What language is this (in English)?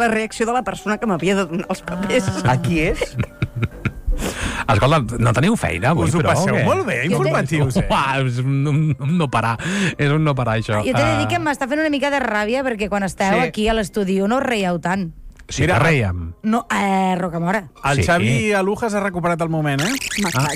Catalan